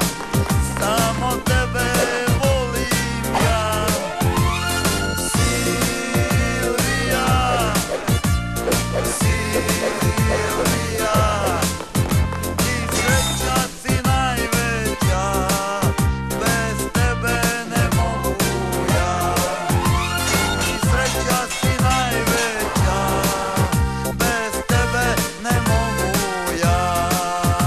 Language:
Croatian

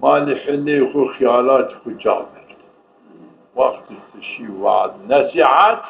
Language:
Zaza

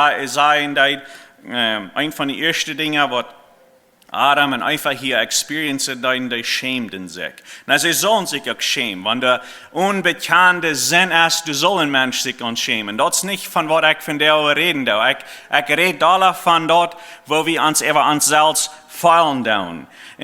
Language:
Plautdietsch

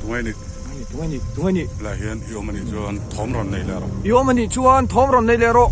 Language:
Mizo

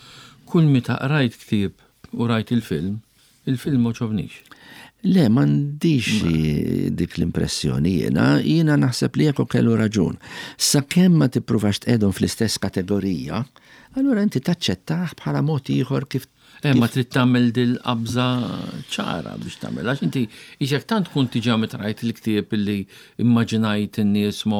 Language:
Maltese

